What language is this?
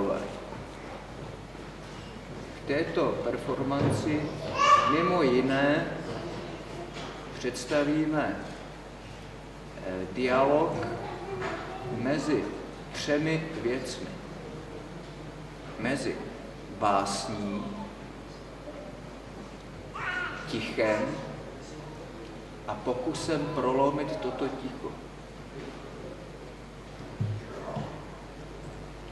Czech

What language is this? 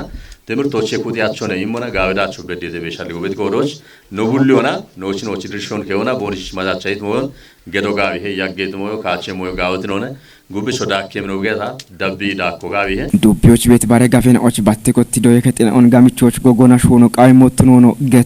Kafa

